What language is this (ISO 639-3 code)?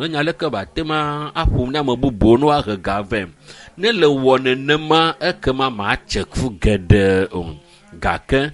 ewe